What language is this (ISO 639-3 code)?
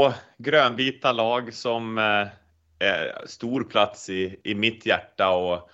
swe